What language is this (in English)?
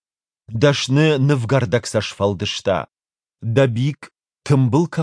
Ossetic